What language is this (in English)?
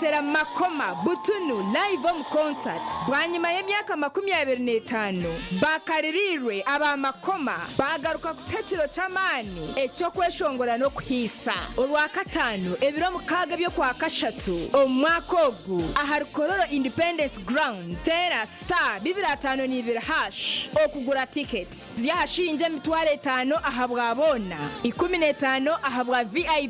Nyankole